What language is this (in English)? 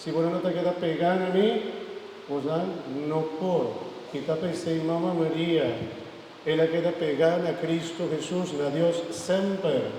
Papiamento